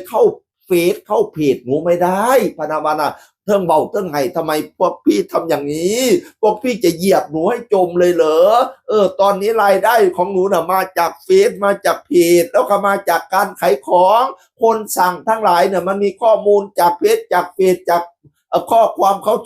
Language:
Northeastern Thai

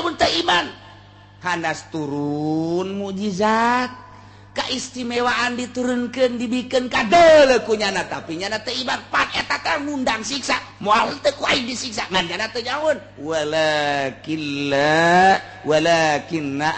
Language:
Sundanese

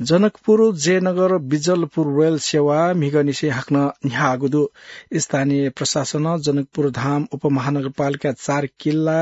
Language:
Newari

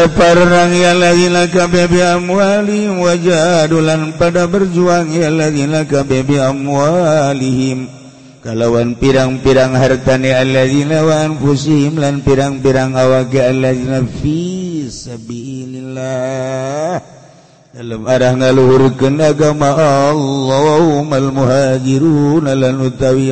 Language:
Sundanese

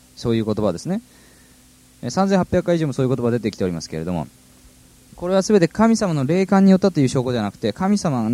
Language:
Japanese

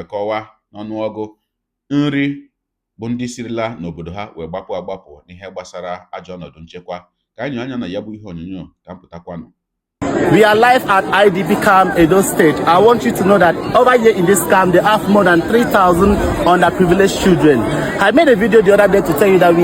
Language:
Igbo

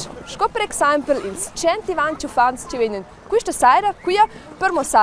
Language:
Romansh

